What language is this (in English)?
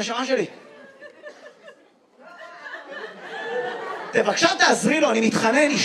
Hebrew